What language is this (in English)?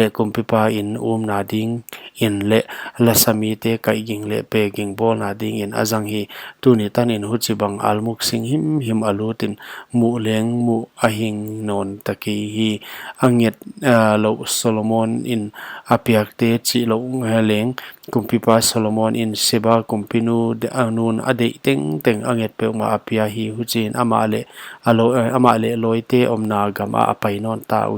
Paite Chin